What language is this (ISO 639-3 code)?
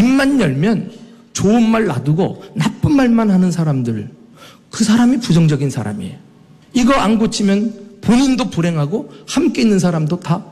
kor